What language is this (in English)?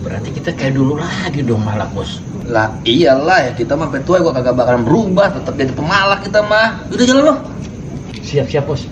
Betawi